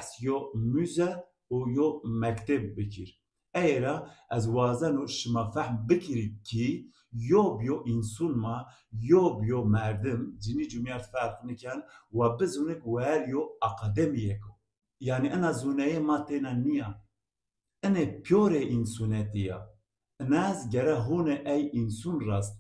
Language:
Zaza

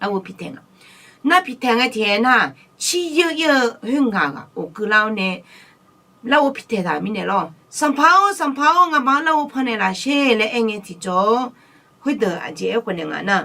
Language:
Akha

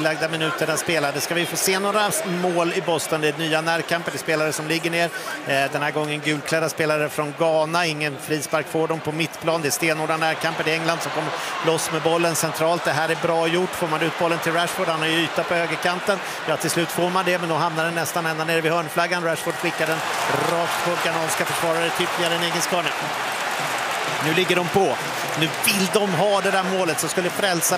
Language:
Swedish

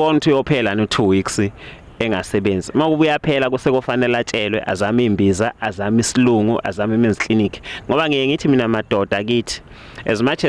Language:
Zulu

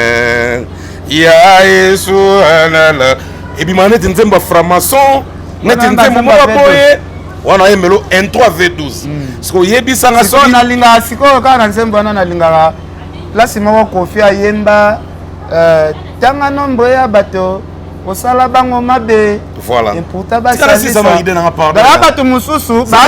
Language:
Lingala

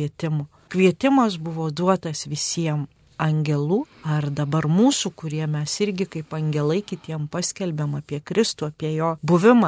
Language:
Lithuanian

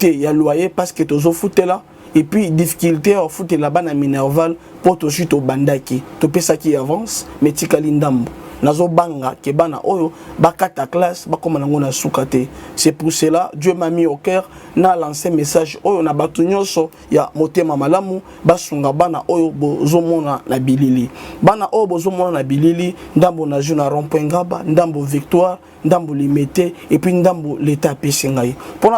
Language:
Lingala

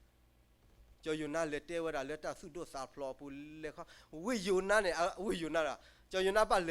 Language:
S'gaw Karen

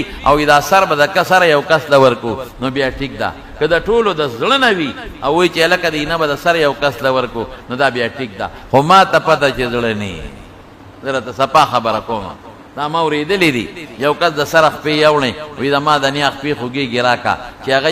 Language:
Pashto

